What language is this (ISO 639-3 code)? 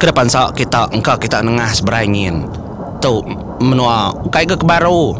iba